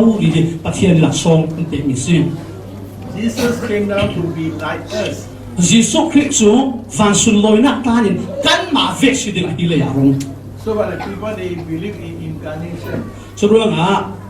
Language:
Falam Chin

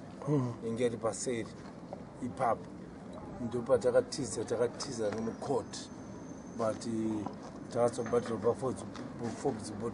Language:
Shona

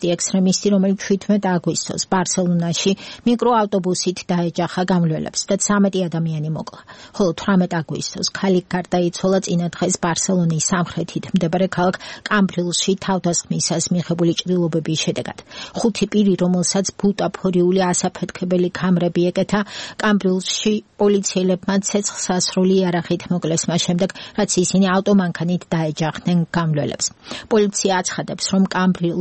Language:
Georgian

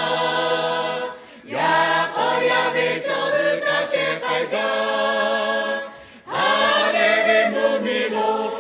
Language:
Lahu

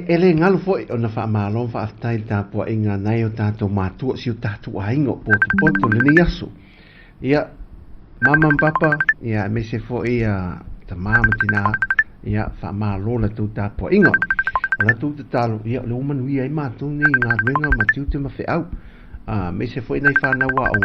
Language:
Samoan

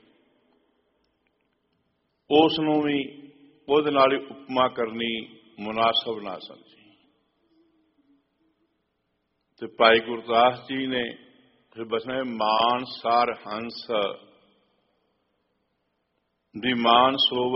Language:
Punjabi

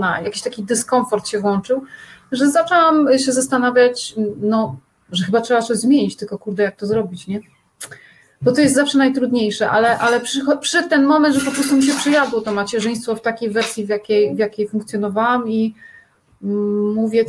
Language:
Polish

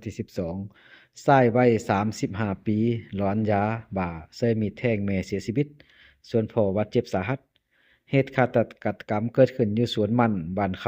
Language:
Lao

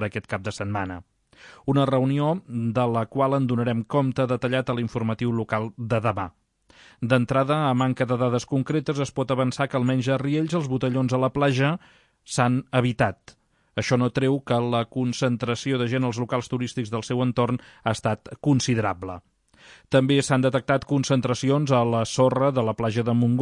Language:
Catalan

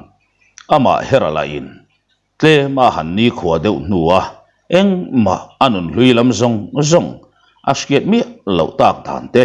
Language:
Mizo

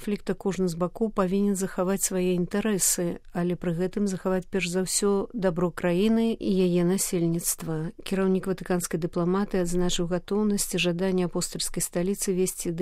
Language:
Belarusian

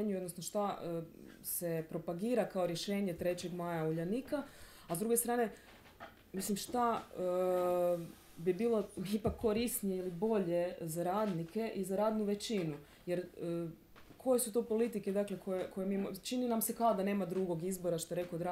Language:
Croatian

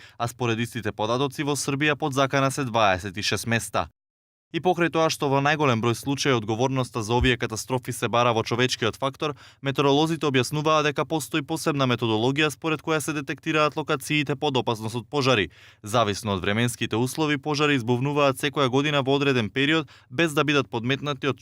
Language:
Macedonian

